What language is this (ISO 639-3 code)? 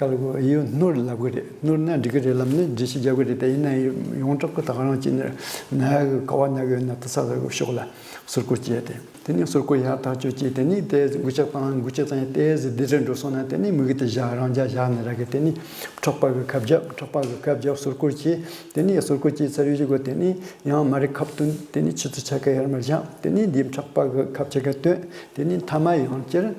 bod